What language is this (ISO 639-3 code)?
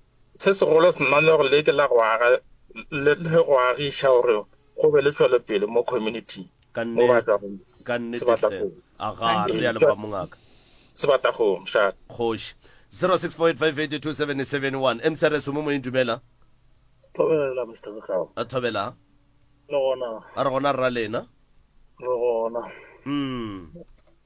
nso